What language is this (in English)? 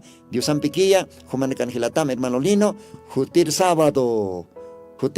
Aymara